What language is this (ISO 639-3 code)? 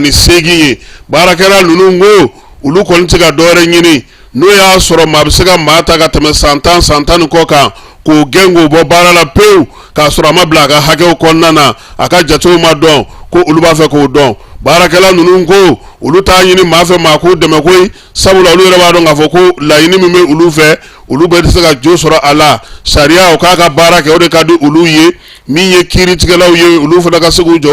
bam